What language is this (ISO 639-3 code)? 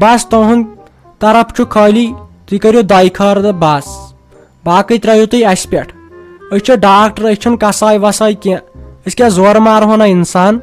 kas